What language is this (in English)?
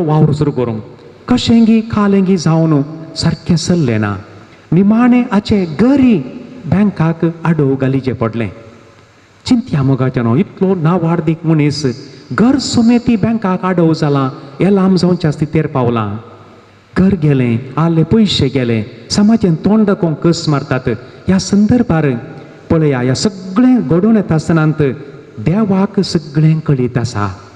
Konkani